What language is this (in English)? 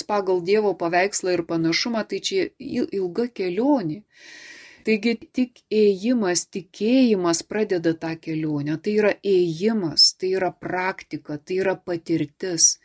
Lithuanian